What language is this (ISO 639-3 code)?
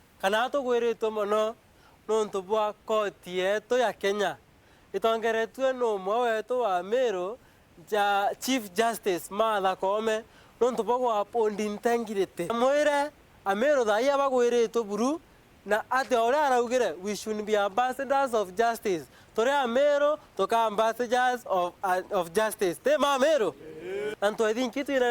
mer